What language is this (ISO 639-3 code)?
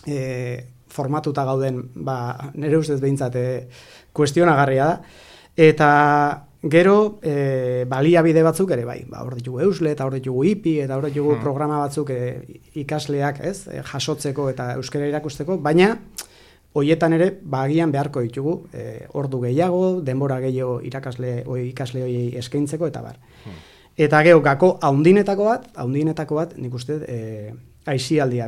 eus